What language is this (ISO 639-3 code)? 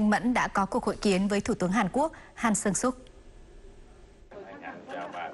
vie